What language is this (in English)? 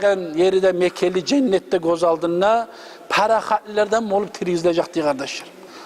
Kumyk